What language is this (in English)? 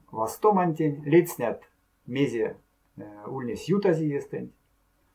Erzya